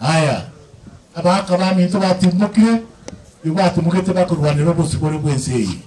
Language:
Gusii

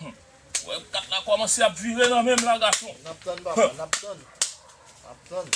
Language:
Haitian Creole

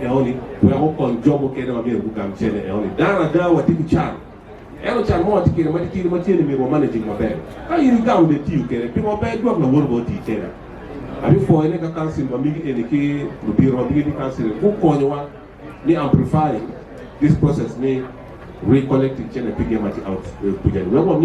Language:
Acoli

